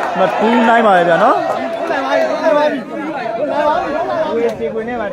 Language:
Burmese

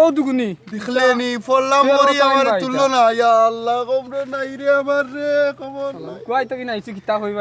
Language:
Sylheti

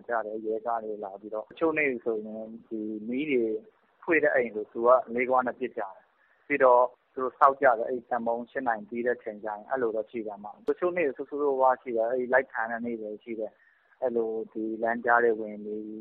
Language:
Burmese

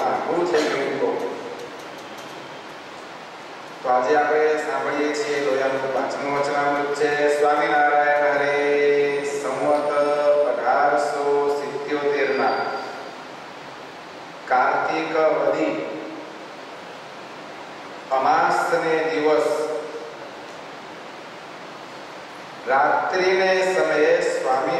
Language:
Gujarati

